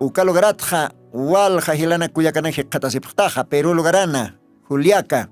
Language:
Aymara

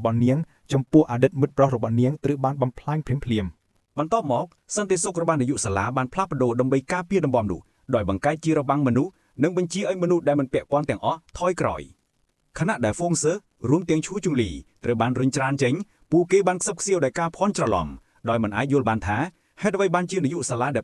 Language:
Khmer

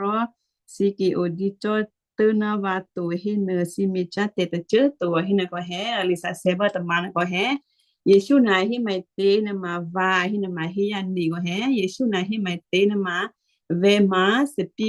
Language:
Western Kayah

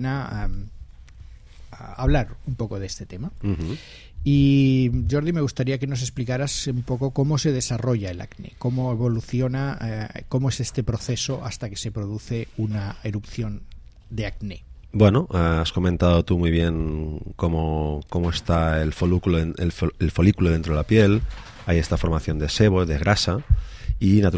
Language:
Spanish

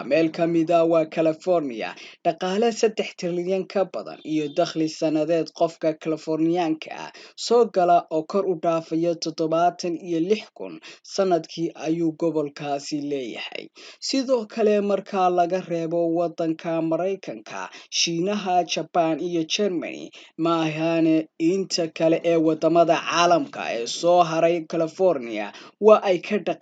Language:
Somali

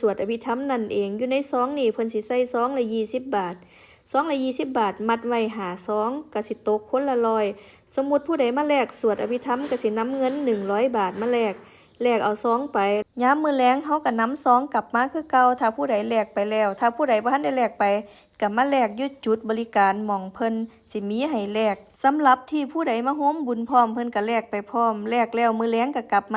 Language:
Northeastern Thai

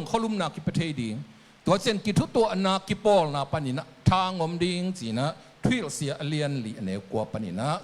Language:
Tedim Chin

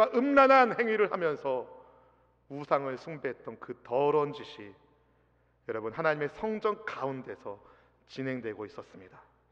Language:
Korean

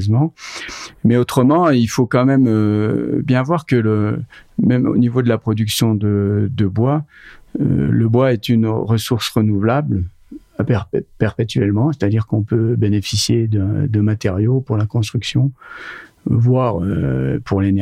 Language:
French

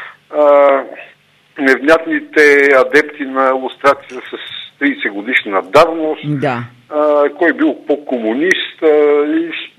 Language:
Bulgarian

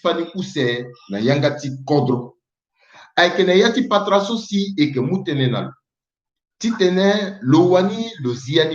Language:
Sango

